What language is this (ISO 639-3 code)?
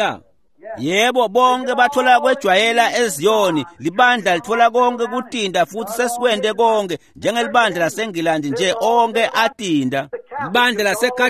ssw